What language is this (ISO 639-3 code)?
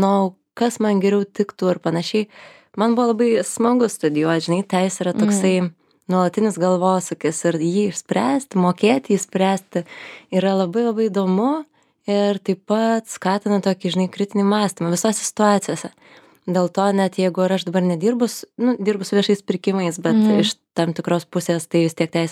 lit